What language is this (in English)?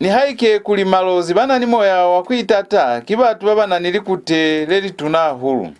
Lozi